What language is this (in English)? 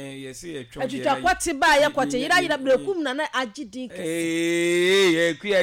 Akan